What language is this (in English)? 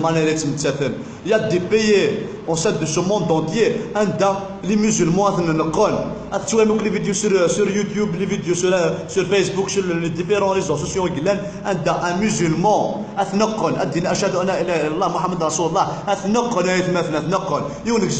Kabyle